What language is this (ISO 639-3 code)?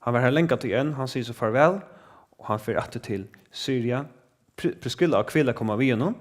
fao